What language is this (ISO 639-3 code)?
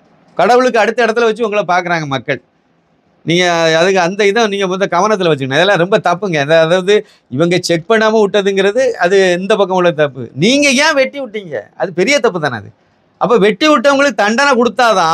tam